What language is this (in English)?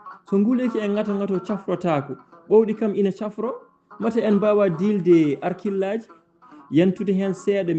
Fula